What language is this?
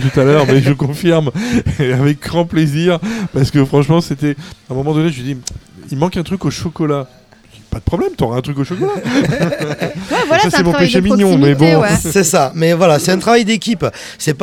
French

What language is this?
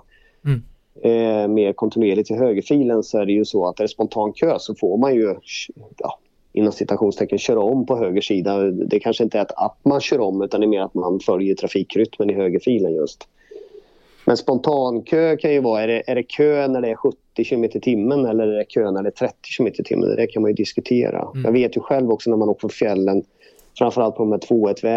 Swedish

